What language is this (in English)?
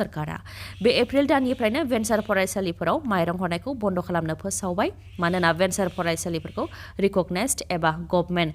Bodo